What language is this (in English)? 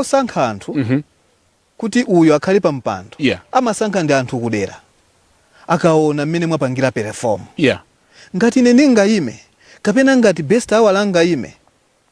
Nyanja